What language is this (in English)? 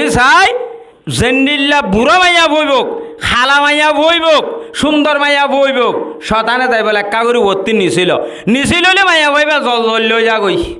Rohingya